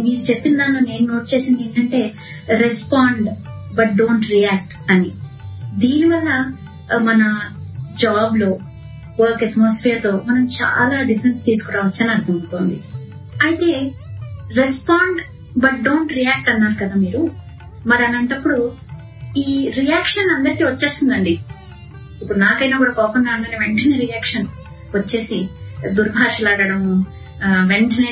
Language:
Telugu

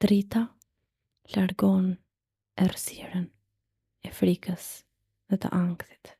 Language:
Albanian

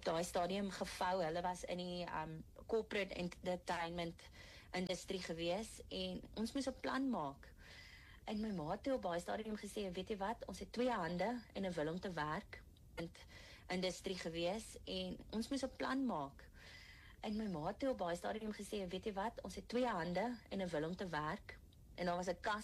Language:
Afrikaans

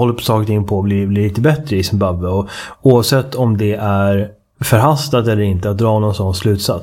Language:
Swedish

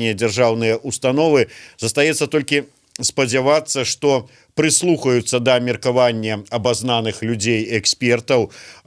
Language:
Belarusian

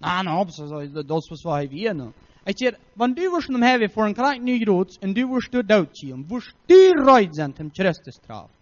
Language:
Plautdietsch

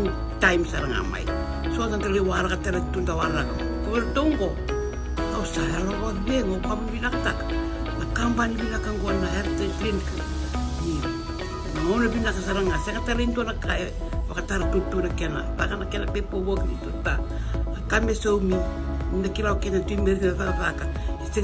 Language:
Fijian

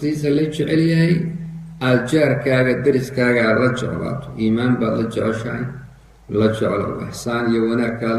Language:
Somali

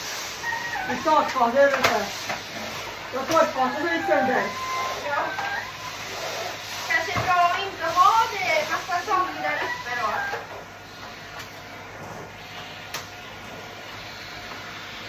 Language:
Swedish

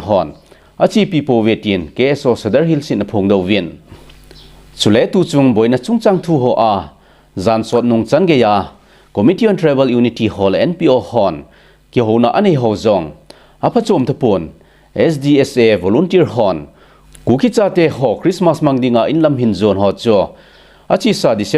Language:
Thado Chin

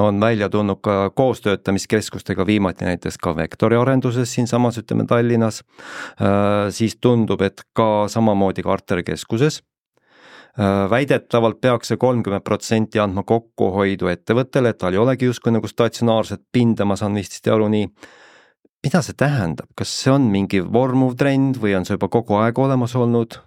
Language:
Estonian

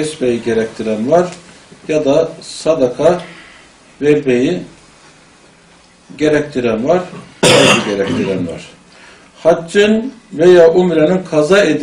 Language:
Turkish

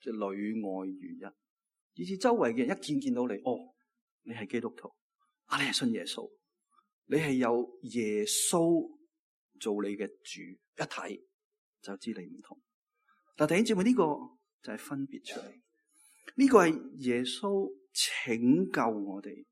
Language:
Cantonese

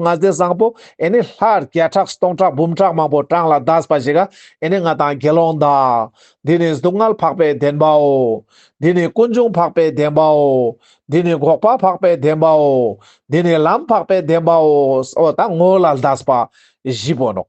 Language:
Ladakhi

